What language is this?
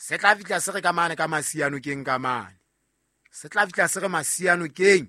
Southern Sotho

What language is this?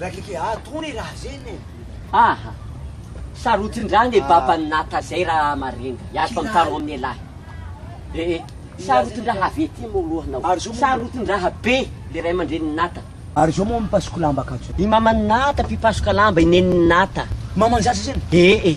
Malagasy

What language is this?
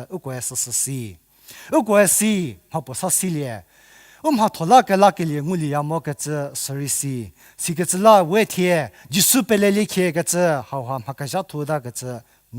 Angami Naga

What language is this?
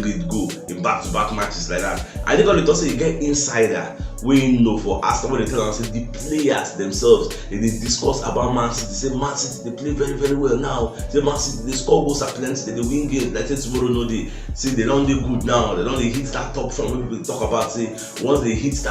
Nigerian Pidgin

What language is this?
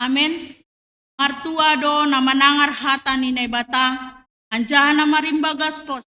Batak Simalungun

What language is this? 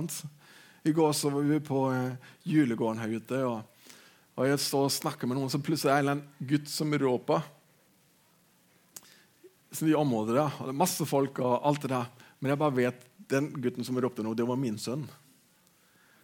Norwegian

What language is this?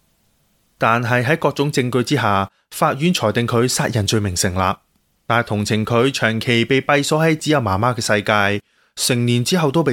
Cantonese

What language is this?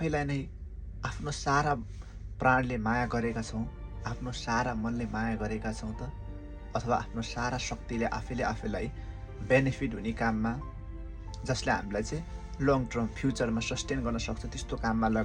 Nepali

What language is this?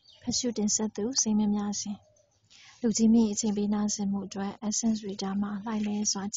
Burmese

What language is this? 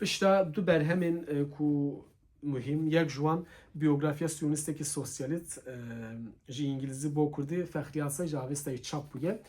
Kurdish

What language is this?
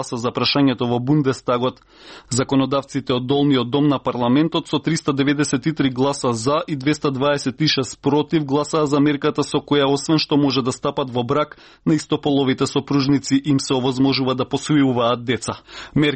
Macedonian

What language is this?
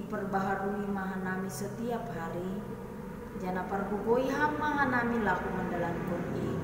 Batak Simalungun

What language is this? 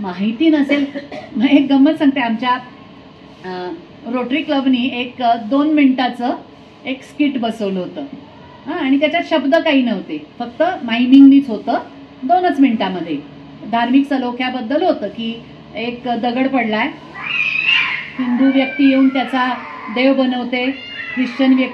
Marathi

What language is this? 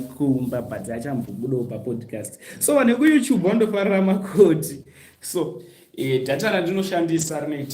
Shona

